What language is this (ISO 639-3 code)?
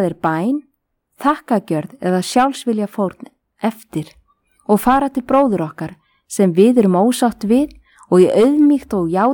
isl